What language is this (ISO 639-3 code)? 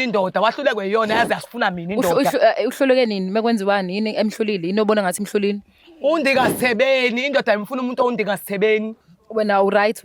zul